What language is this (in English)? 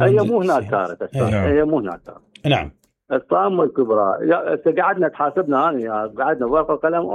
Mesopotamian Arabic